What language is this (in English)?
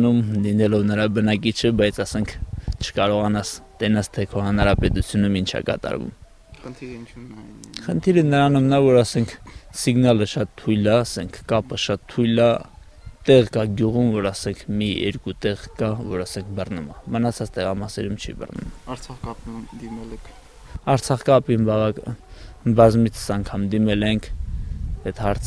Armenian